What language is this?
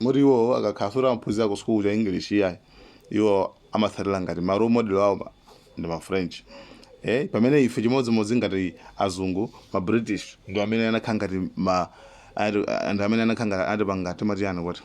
Nyanja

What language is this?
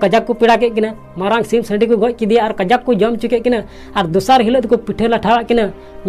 Santali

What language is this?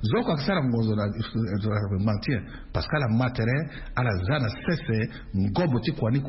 Sango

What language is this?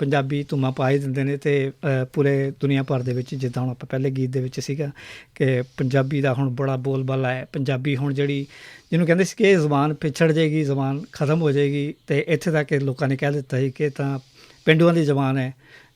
Western Panjabi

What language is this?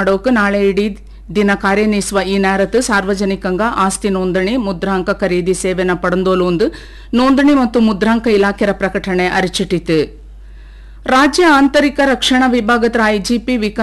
Kannada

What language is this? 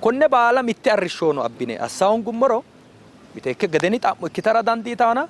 Sidamo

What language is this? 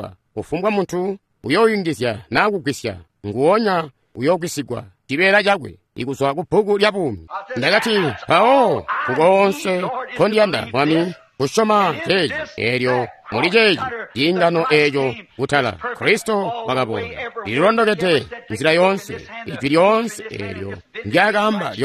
Tonga (Zambia)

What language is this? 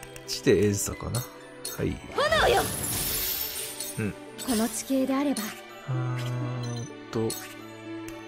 Japanese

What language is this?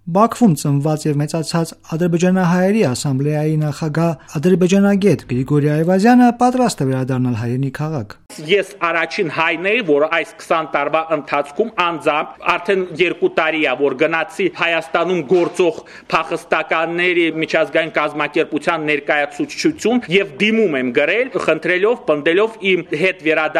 Armenian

